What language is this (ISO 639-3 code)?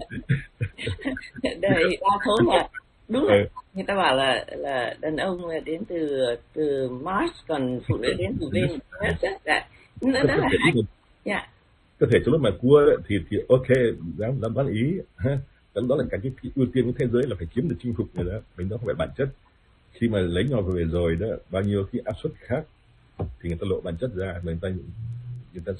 vie